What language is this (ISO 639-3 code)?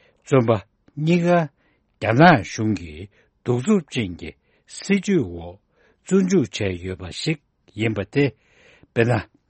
bod